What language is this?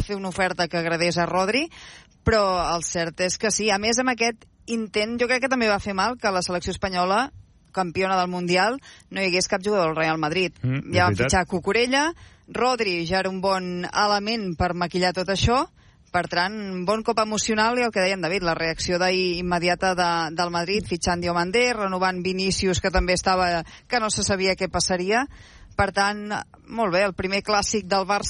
Catalan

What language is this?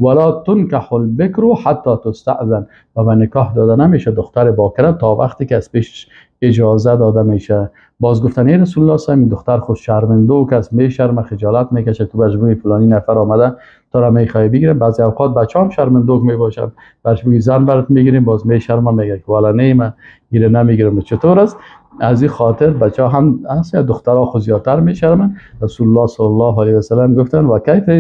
Persian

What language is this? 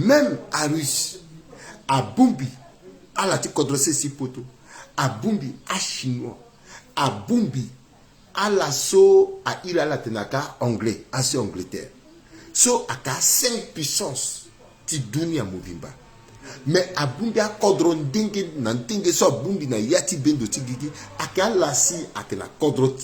Sango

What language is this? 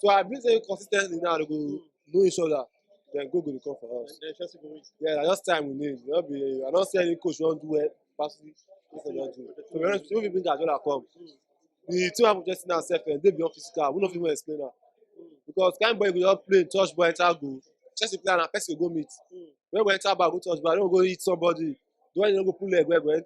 Nigerian Pidgin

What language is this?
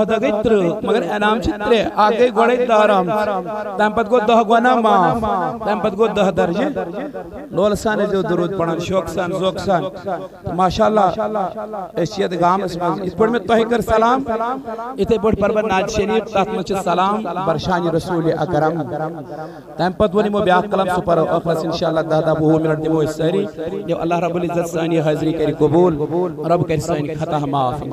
Kashmiri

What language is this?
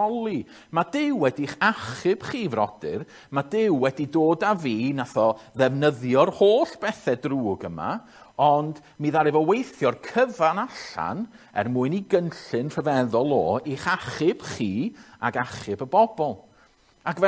Welsh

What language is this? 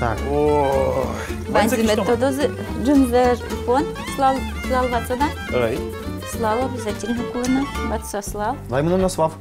Udmurt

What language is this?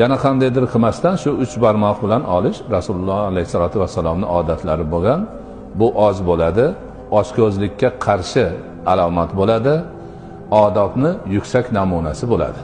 Uzbek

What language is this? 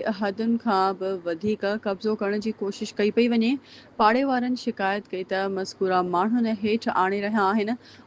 Sindhi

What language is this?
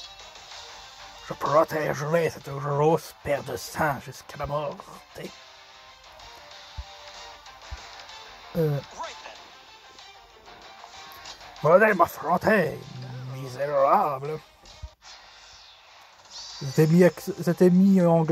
French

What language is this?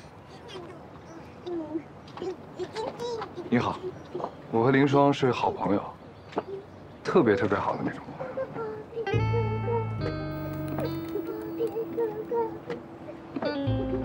Chinese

